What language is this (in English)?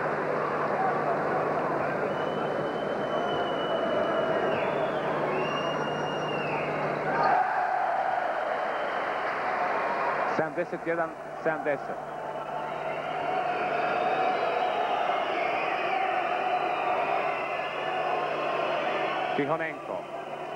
Croatian